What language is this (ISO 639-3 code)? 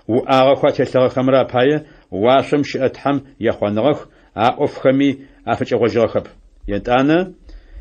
ady